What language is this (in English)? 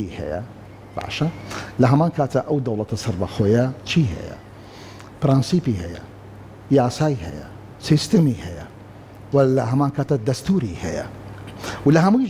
Central Kurdish